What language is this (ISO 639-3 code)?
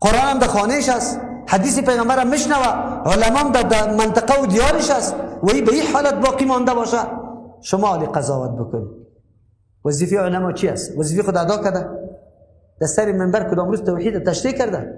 fas